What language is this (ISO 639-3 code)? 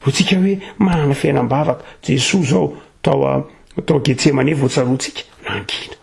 mlg